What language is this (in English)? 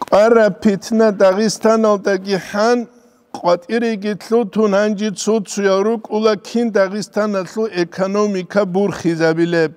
Avaric